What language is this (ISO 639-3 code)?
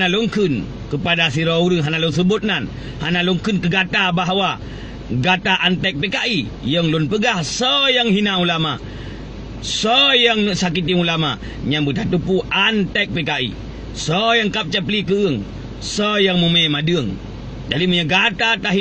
ace